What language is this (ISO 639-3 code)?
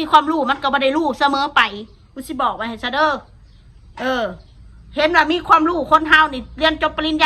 tts